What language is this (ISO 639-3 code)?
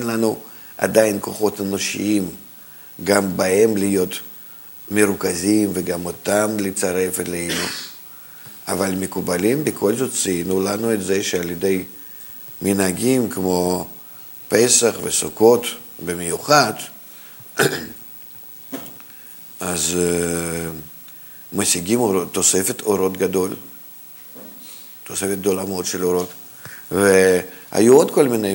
heb